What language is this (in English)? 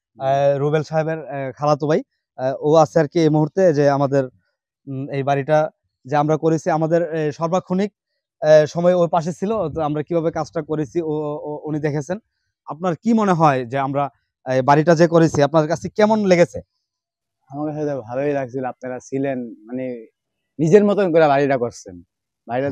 Bangla